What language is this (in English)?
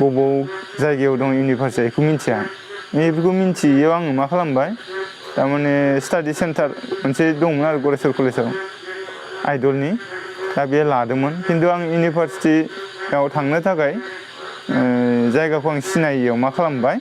Bodo